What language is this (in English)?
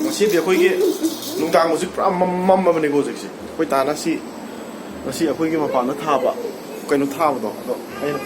Manipuri